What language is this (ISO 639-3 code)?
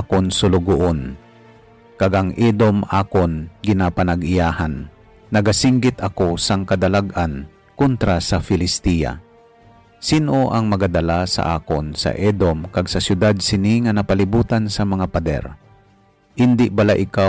hil